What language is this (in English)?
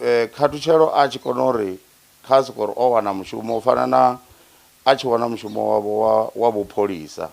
Venda